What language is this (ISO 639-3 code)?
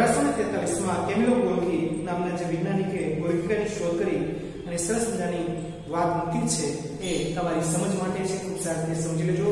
guj